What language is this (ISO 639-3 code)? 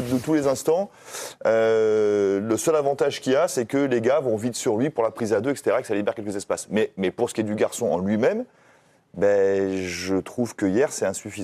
fra